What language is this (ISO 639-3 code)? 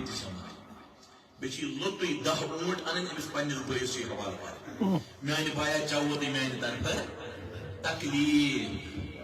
kas